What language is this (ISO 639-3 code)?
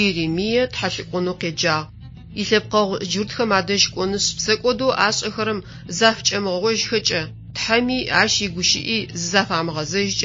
ady